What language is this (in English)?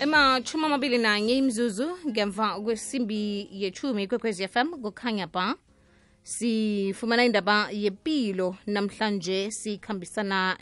South Ndebele